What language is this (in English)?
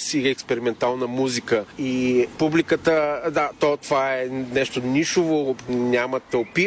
Bulgarian